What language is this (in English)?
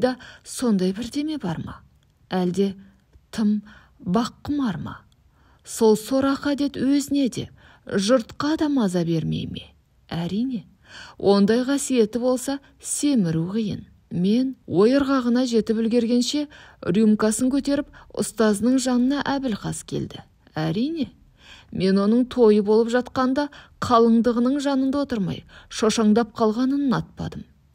Kazakh